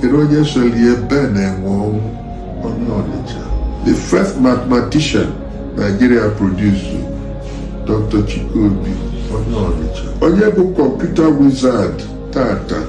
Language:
Igbo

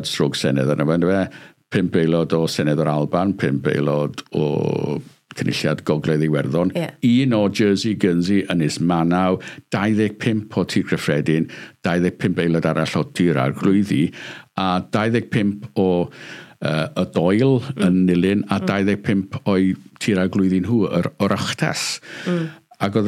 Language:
Welsh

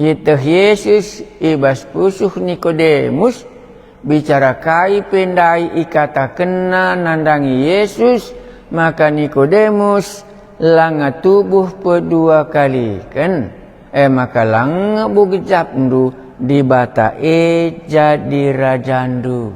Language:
Batak Karo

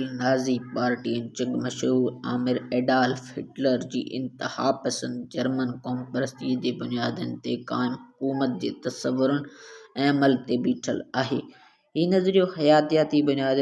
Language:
Sindhi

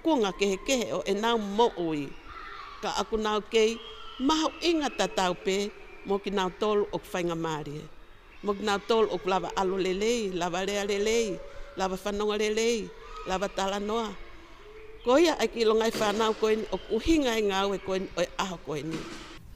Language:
Tongan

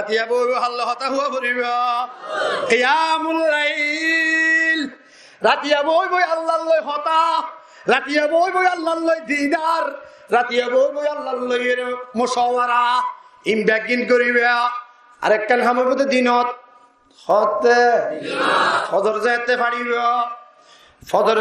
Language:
Rohingya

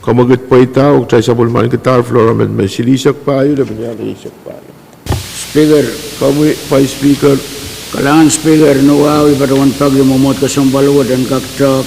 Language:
Pohnpeian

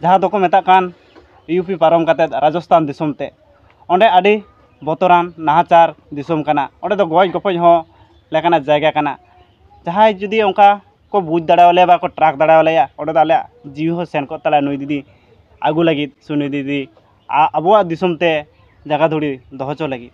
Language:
Santali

